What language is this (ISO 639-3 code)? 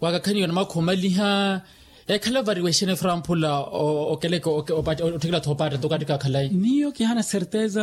vmw